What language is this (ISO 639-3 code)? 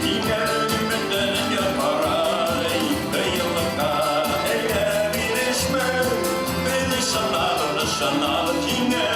bak